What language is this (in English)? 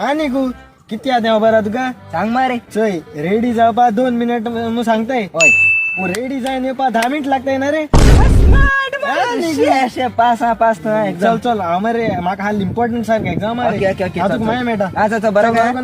Konkani